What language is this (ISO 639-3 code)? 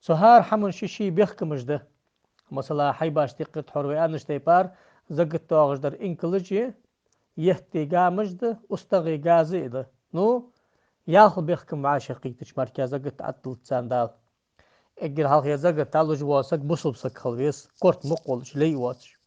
inh